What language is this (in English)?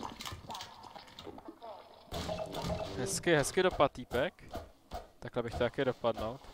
Czech